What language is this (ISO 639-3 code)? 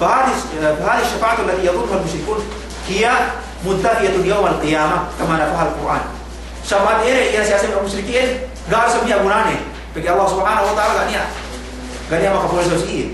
yka